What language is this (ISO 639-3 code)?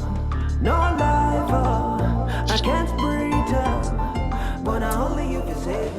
pcm